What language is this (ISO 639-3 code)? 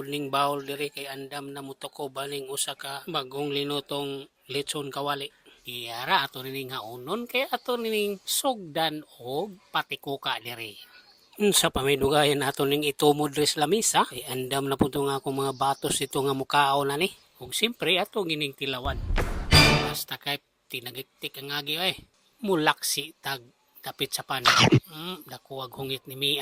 ceb